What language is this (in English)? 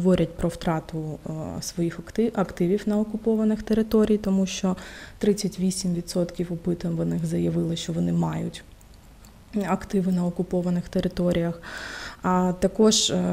Ukrainian